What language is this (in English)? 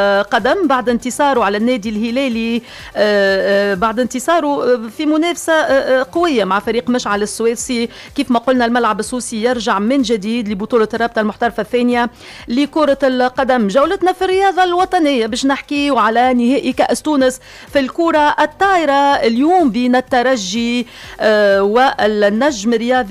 Tunisian Arabic